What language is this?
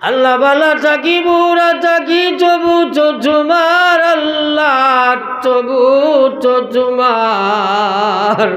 Sylheti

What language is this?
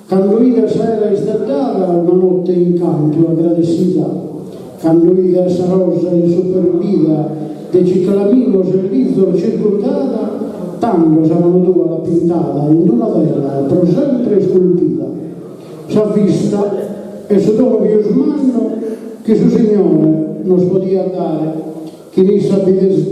Sardinian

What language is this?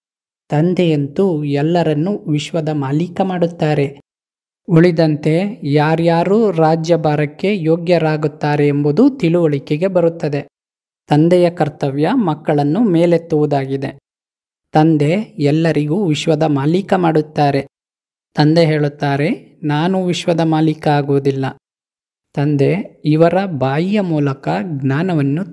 Kannada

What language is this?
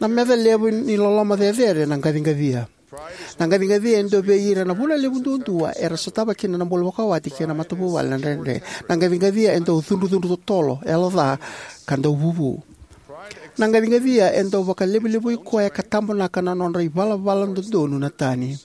Fijian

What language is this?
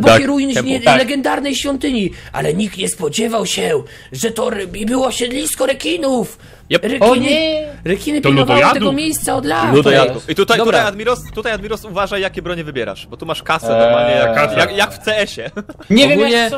Polish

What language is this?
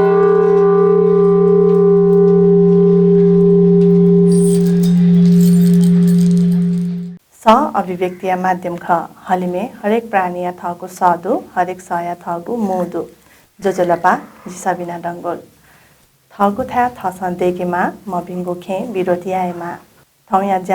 Newari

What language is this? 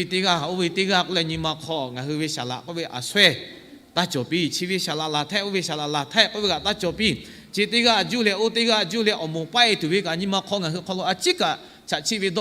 Lahu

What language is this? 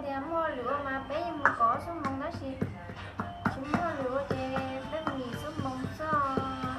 Hmong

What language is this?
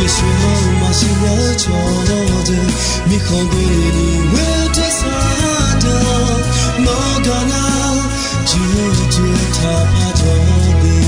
Akha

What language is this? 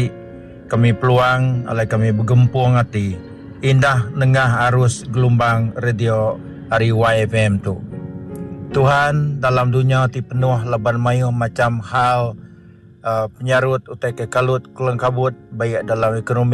Iban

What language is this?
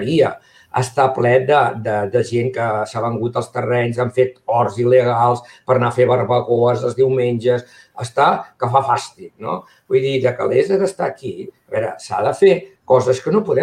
Catalan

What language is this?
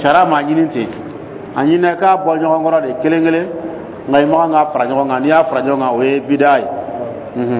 Dyula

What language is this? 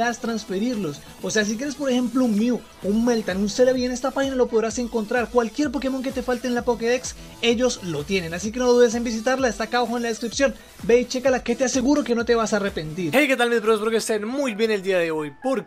Spanish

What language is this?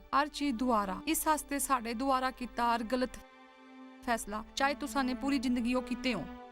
Dogri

